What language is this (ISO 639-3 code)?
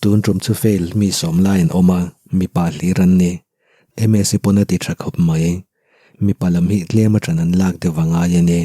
lus